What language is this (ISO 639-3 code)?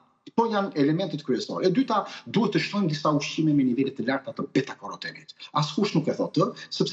sqi